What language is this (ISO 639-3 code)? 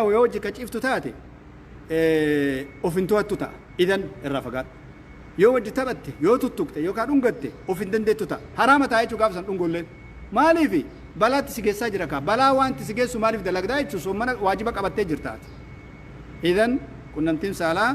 orm